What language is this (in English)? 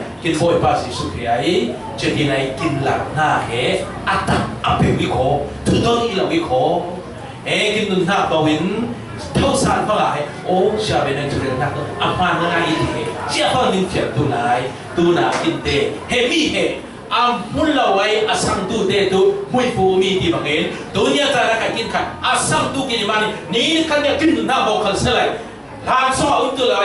Falam Chin